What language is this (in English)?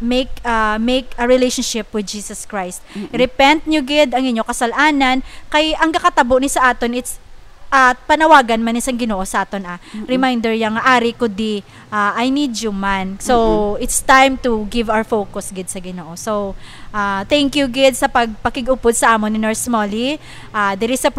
Hiligaynon